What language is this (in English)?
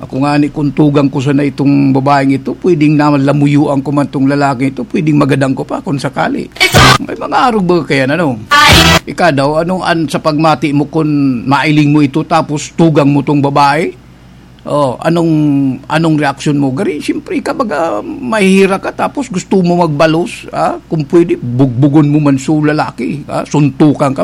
Bikol